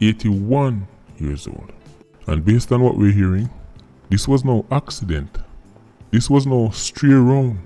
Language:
Jamaican Creole English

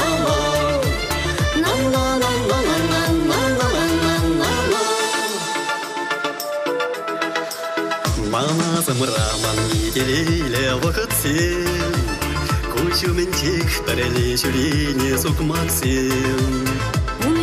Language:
Chuvash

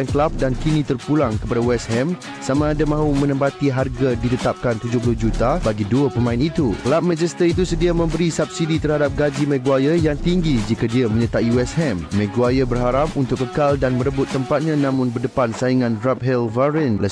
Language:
Malay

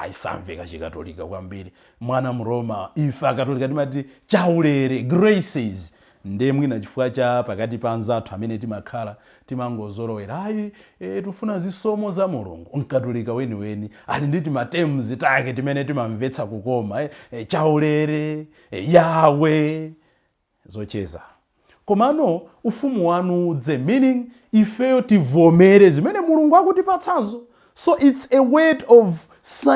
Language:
Nyanja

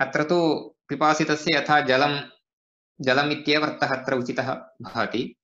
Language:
Sanskrit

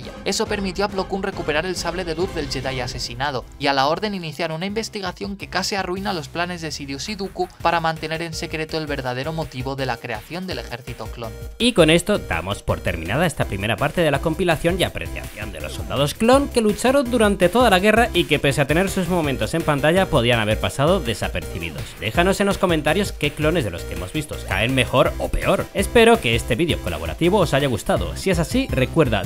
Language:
Spanish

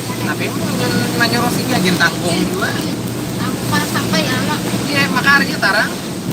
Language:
Banjar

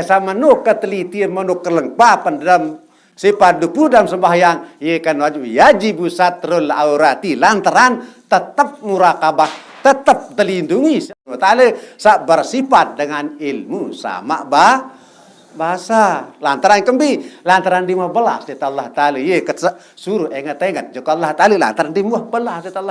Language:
Sasak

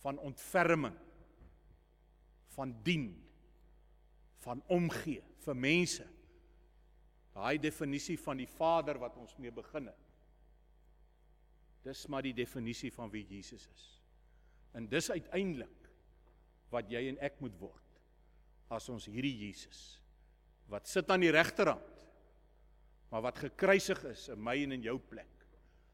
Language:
Afrikaans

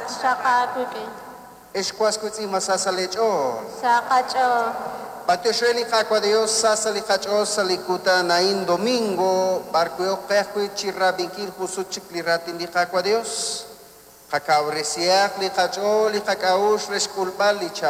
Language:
Kekchí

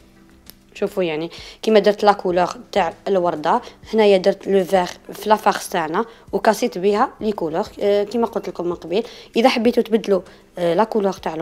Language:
Algerian Arabic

